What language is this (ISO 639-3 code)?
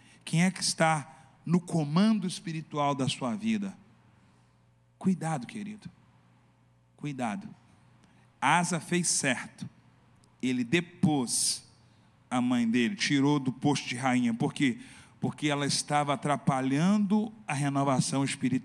por